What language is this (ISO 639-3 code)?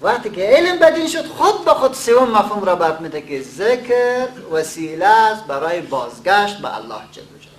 fas